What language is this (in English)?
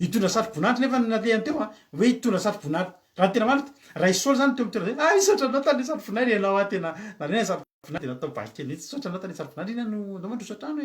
Malagasy